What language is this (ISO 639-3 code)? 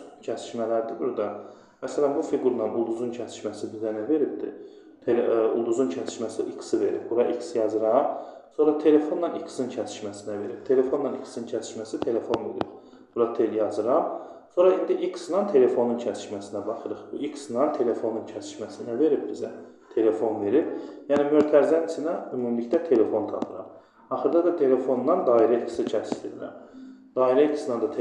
aze